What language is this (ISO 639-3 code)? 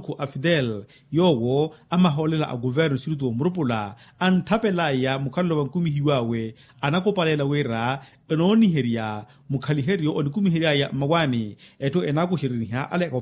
vmw